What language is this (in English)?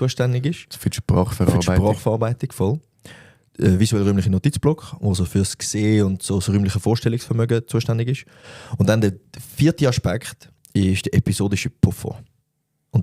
Swiss German